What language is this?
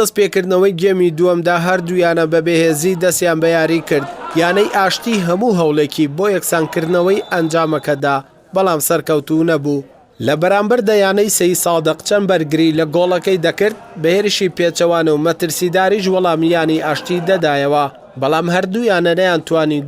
Central Kurdish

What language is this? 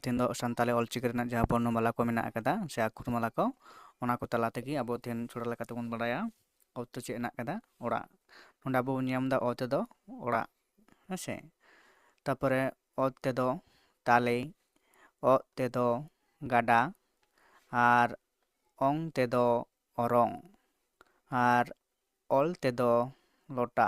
Santali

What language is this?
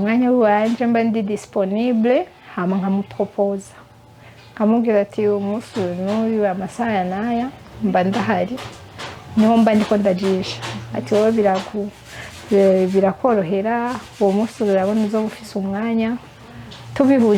Rundi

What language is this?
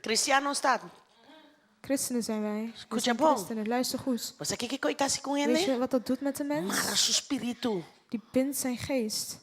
Papiamento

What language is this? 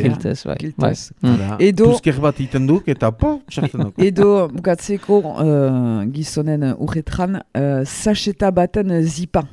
Basque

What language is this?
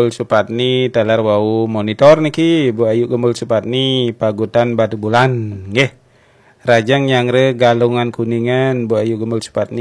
Balinese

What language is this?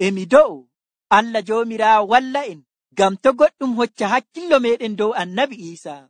Nigerian Fulfulde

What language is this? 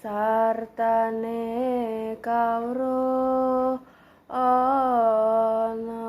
Javanese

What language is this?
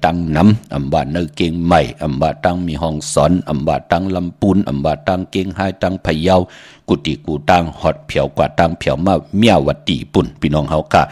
Shan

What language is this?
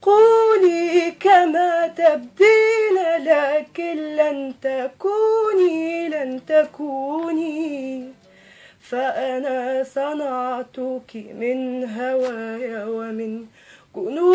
Egyptian Arabic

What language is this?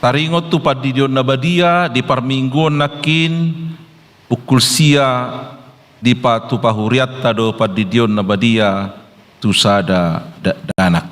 Batak Toba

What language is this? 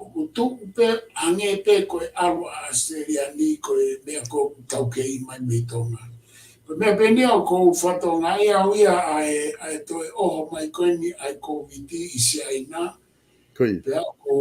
Tongan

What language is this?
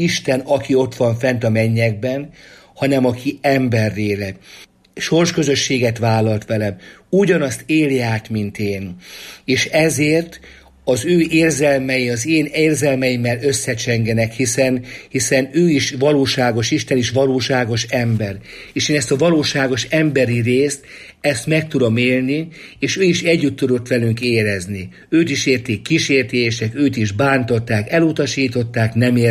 Hungarian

